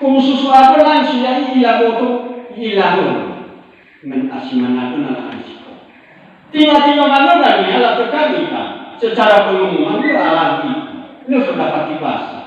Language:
Nias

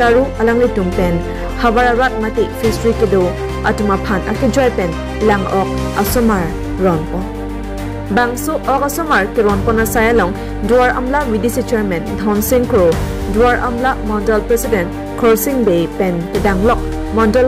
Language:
Karbi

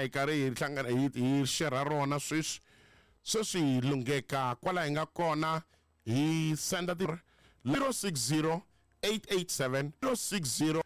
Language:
Tsonga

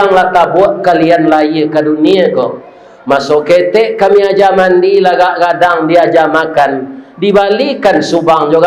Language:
Minangkabau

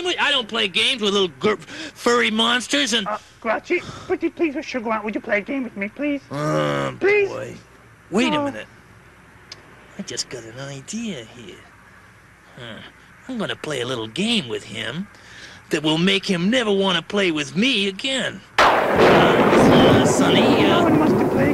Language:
English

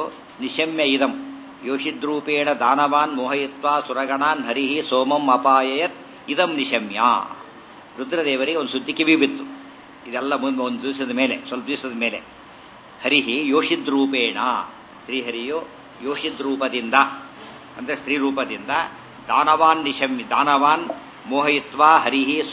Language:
Kannada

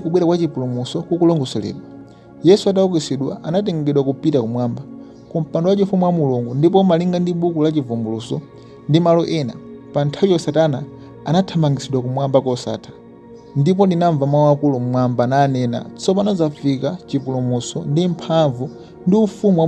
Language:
Nyanja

